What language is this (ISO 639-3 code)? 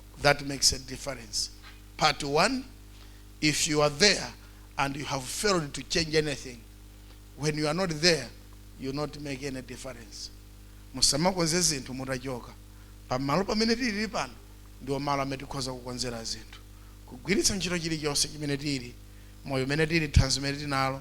nya